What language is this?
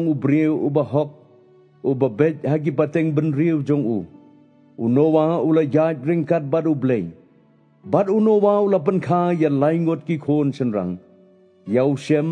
Khasi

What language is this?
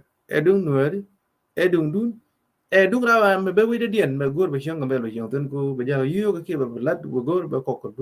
Nuer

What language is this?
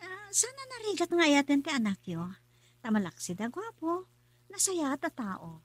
Iloko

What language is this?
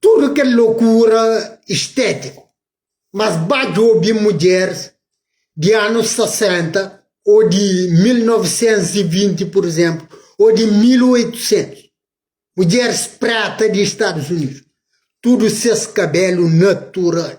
Kabuverdianu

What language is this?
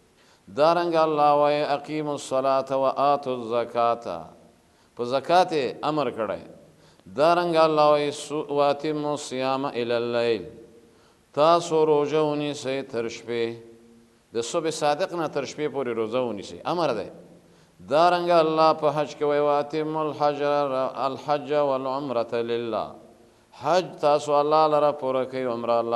Pashto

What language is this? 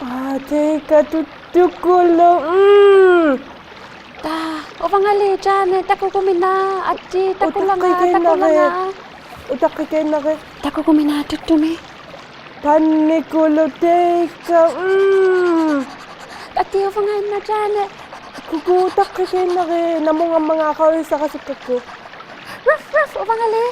Inuktitut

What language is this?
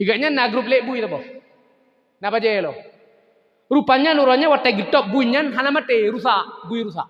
Achinese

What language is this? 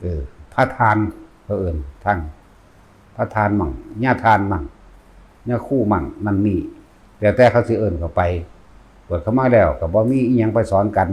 Northeastern Thai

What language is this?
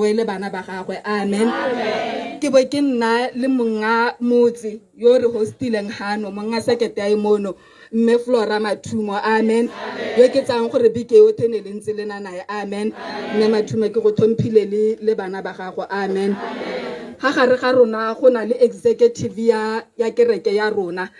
Tswana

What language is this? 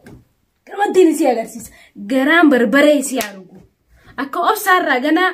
Oromo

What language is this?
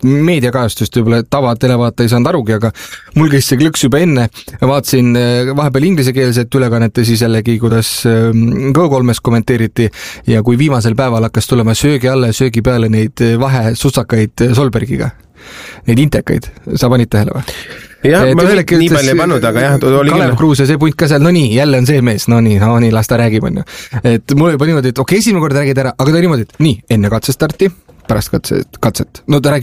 Estonian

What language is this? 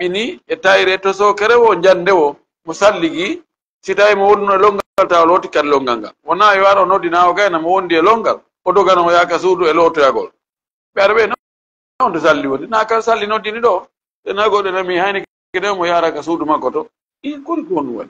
Fula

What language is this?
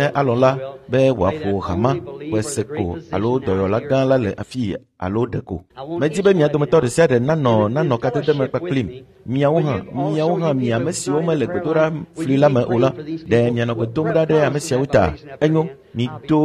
Ewe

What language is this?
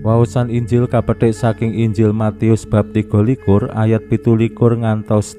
Javanese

